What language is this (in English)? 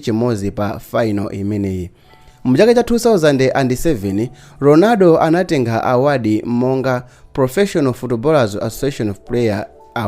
Nyanja